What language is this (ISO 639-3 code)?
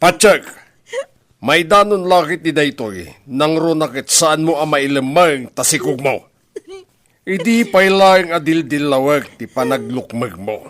ilo